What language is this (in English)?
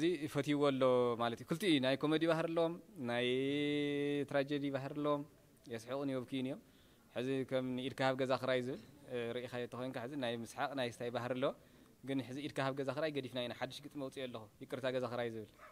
Tigrinya